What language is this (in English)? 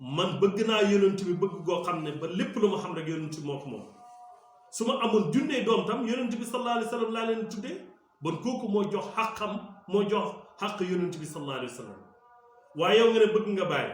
Wolof